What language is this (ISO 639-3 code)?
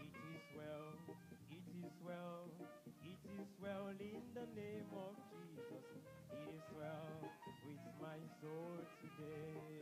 ewe